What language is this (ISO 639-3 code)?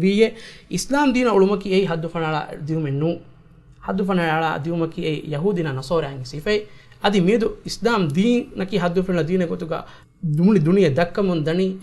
div